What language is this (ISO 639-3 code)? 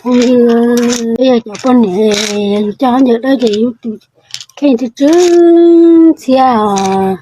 hmn